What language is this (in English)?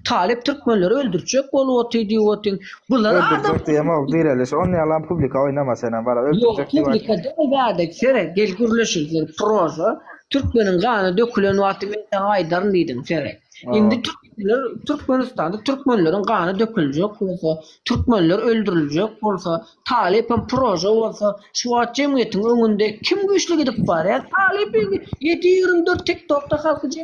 Turkmen